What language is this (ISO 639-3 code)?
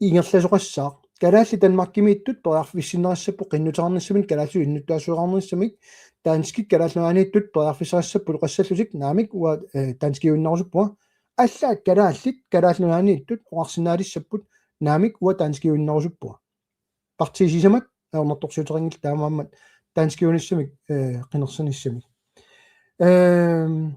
kal